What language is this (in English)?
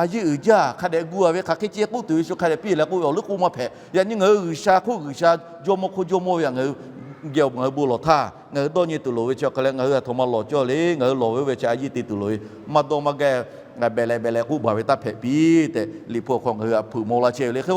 Lahu